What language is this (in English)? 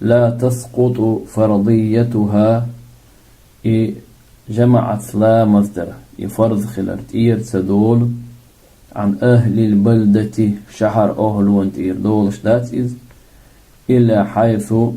Chechen